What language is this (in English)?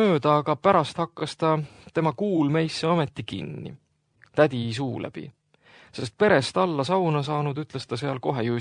Estonian